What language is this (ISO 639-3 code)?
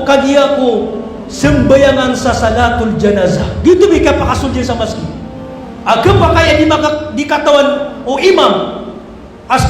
mrw